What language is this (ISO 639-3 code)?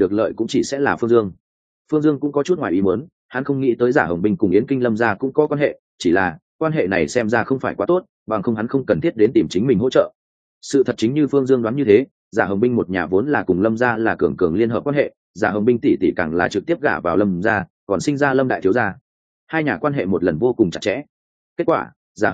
vie